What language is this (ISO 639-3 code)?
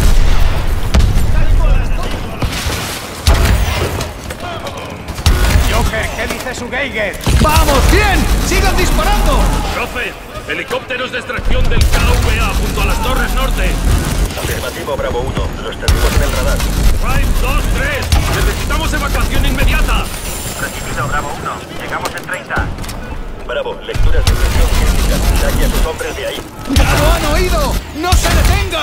spa